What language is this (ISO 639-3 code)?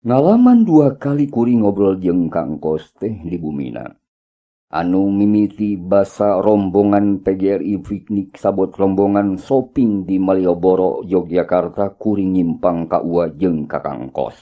sun